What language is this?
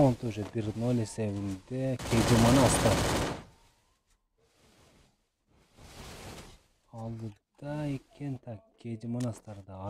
Kyrgyz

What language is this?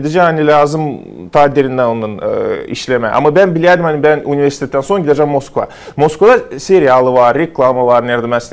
Gagauz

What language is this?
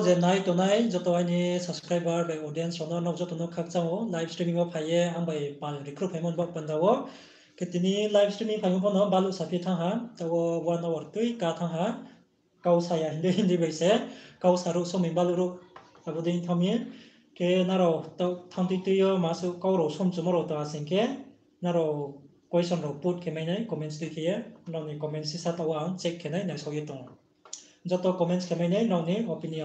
Riang (India)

